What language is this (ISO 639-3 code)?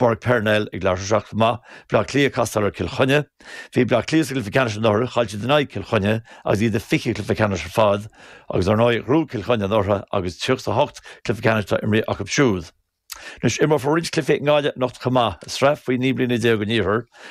gle